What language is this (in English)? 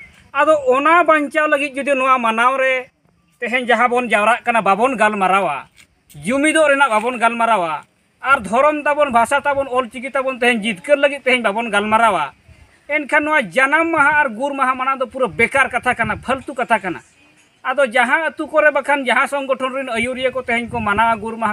Santali